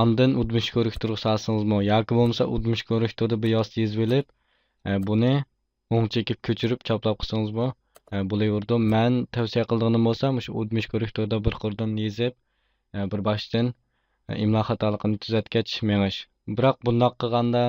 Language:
Uyghur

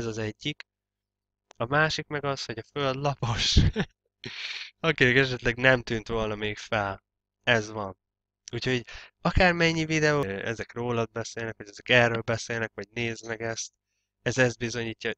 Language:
Hungarian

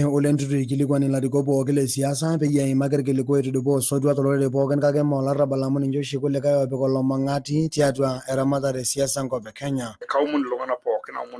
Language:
Masai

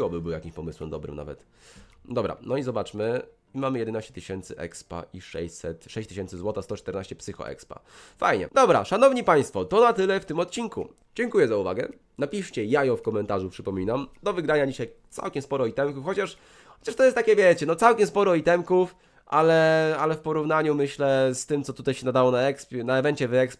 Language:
Polish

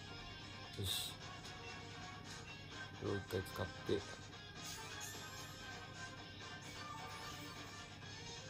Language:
Japanese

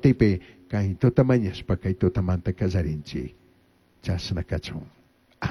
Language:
Chimborazo Highland Quichua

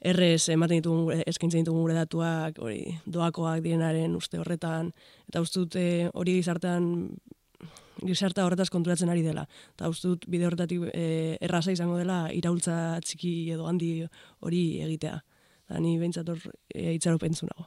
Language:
Basque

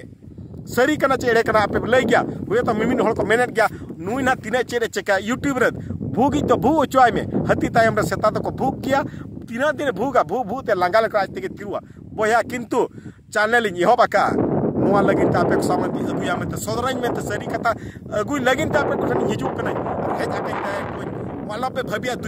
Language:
Santali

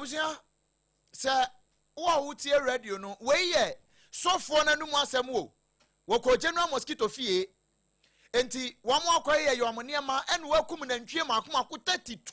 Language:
Akan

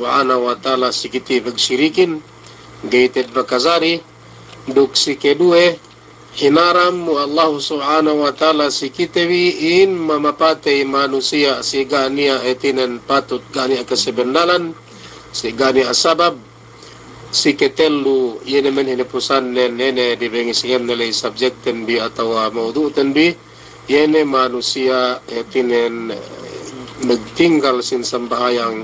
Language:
Yakan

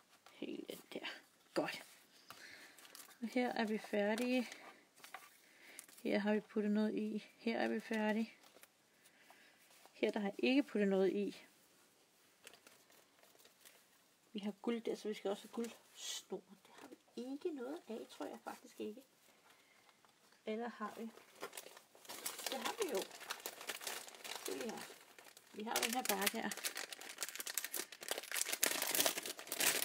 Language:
Danish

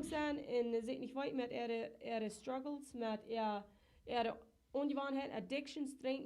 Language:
Plautdietsch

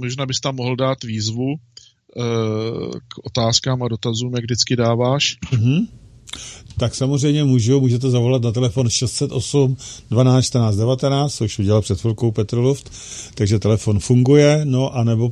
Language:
Czech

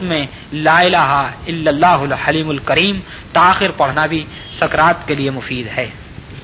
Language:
Urdu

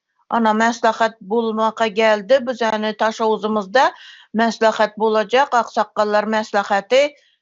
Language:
Turkmen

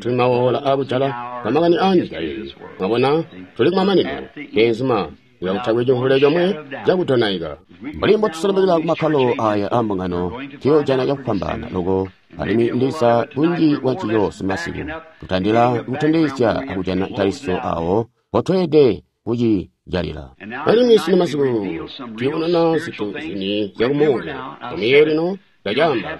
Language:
Tonga (Zambia)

